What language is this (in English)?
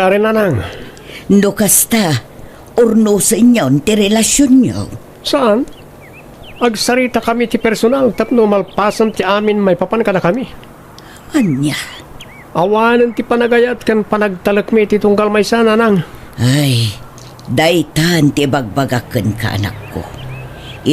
Iloko